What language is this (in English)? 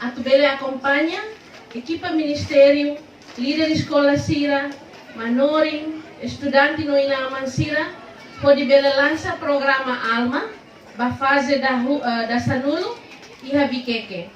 Tetum